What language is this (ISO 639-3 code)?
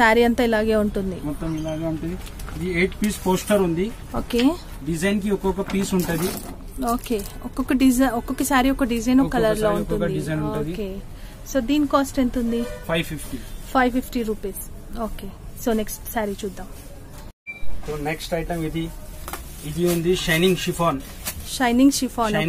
tel